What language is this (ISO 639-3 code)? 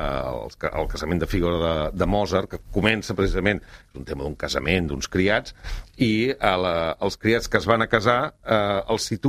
cat